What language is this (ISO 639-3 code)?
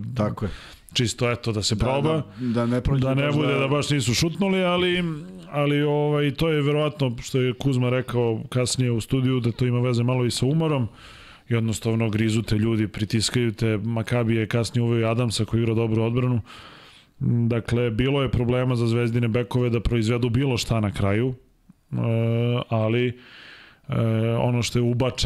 srp